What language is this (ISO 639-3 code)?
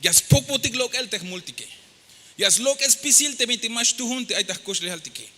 tzh